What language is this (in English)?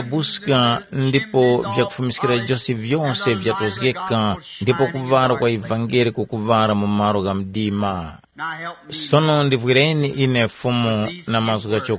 Tumbuka